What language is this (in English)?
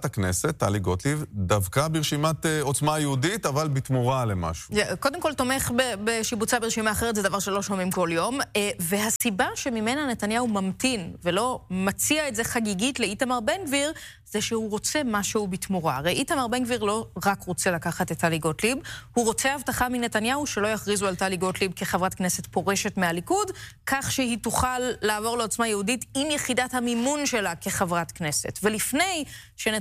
Hebrew